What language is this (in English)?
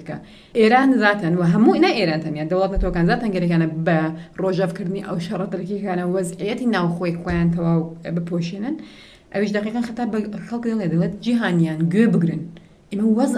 Central Kurdish